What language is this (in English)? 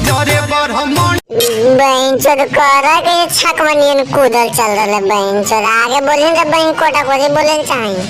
Magahi